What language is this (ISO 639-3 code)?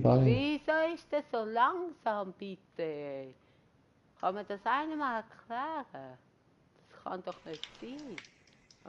gsw